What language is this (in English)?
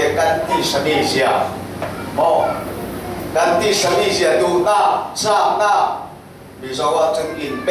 Falam Chin